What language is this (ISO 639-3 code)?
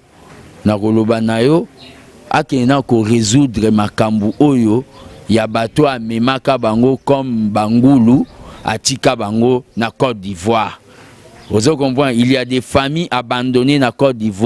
lin